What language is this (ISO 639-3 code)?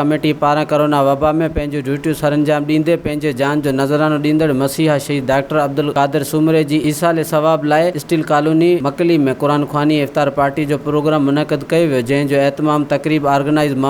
snd